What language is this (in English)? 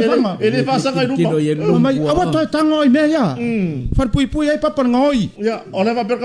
Samoan